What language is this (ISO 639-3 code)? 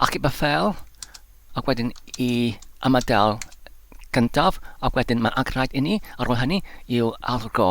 cym